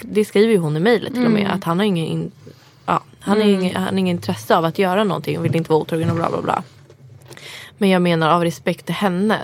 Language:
Swedish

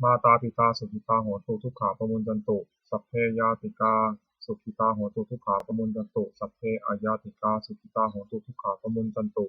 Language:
Pali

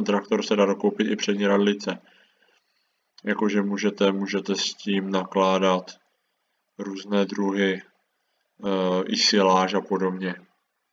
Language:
Czech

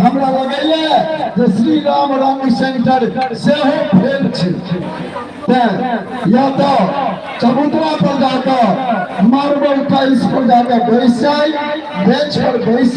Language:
Maithili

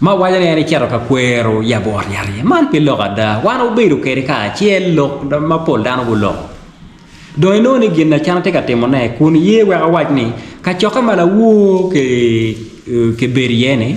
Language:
Acoli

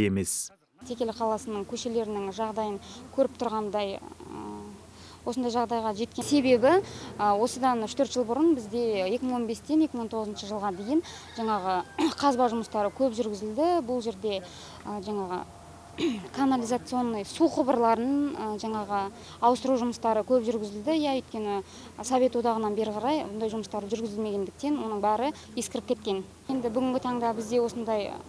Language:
Kazakh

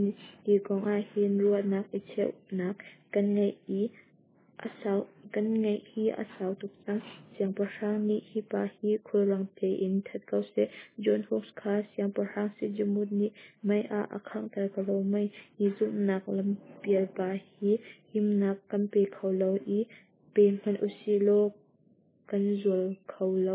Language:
Hakha Chin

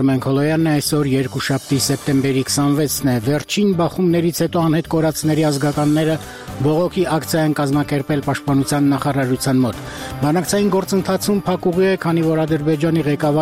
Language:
Armenian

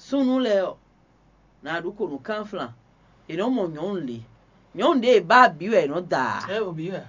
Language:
Fon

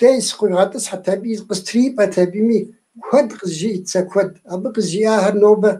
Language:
Kabardian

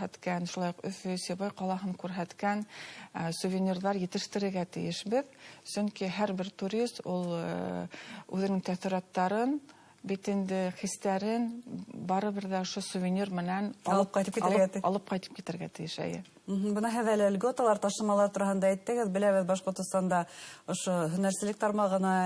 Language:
Bashkir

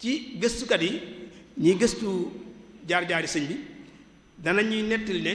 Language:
Wolof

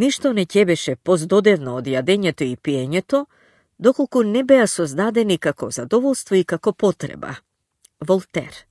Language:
Macedonian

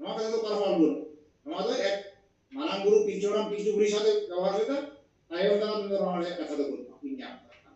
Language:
Santali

